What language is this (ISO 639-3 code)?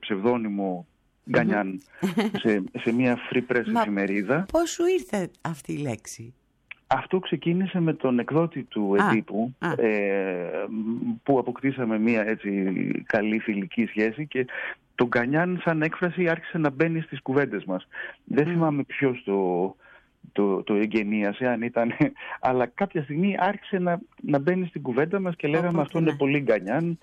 ell